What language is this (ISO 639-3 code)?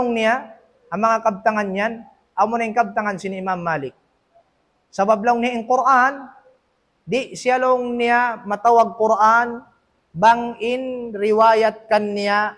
tsg